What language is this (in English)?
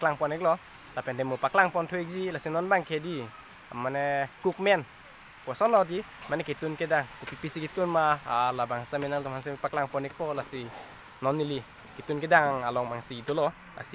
Karbi